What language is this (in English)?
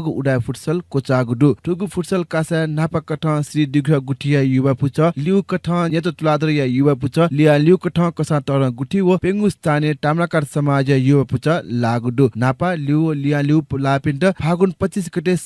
Newari